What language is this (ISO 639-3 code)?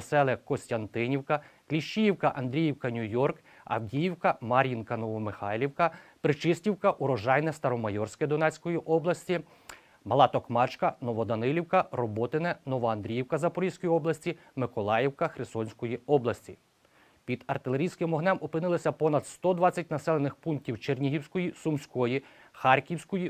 ukr